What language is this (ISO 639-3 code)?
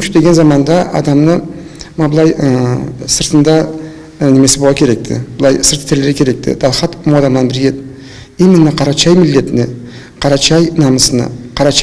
krc